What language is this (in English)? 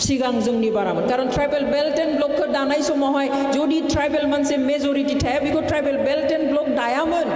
Bodo